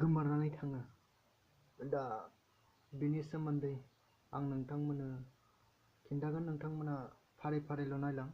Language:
Bodo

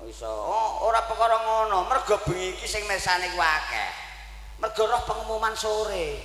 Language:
Javanese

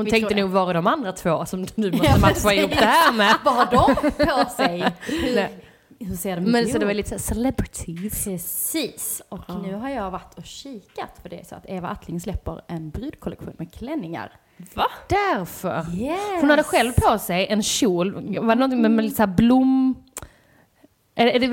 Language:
Swedish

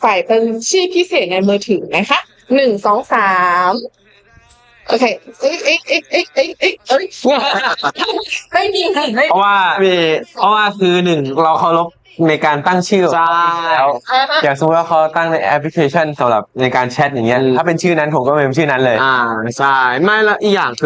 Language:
Thai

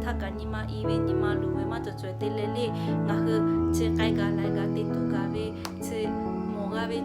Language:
Lahu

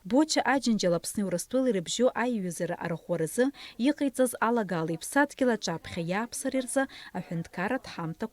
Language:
Abkhazian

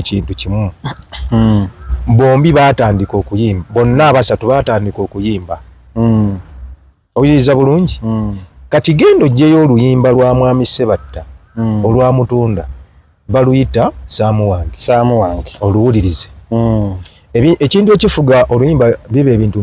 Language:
Ganda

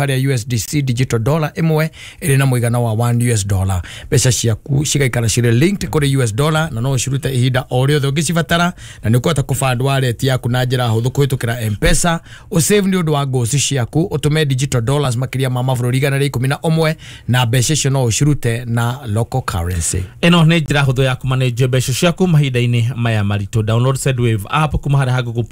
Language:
Kikuyu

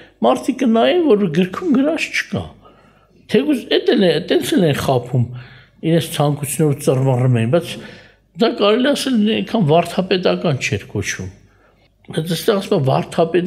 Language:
Armenian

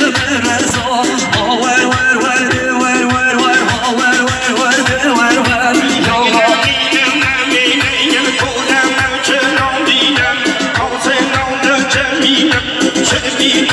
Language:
Persian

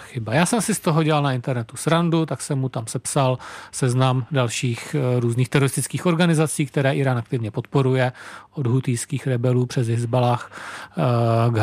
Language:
Czech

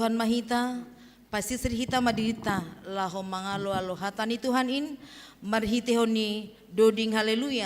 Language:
Batak Simalungun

